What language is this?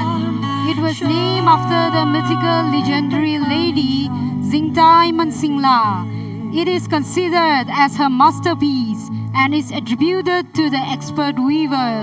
Tangkhul Naga (India)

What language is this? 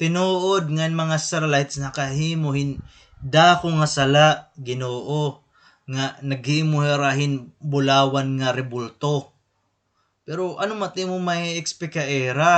Waray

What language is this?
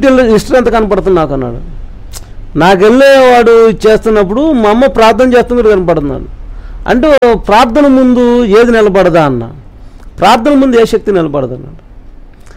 Telugu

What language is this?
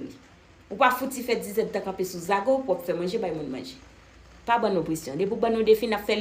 Haitian Creole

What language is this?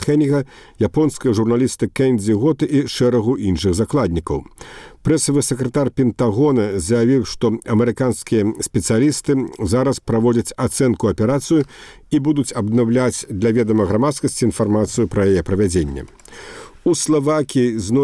Belarusian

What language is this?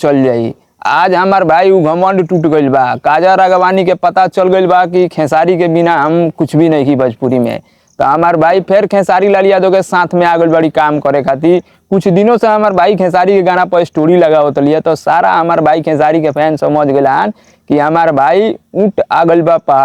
Bhojpuri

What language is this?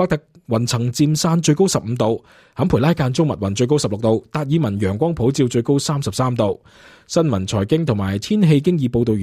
Cantonese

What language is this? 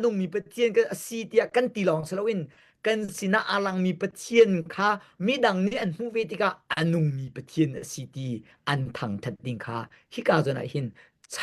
Hakha Chin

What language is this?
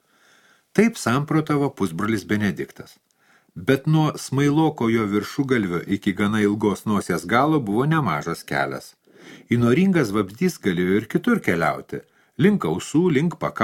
Lithuanian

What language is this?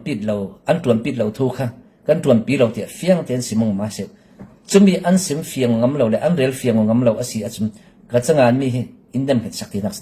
Falam Chin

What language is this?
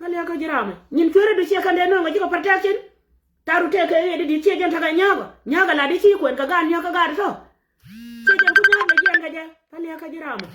Nuer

